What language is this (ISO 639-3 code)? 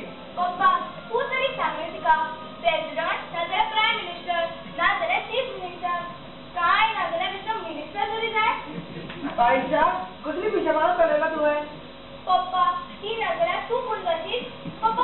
kok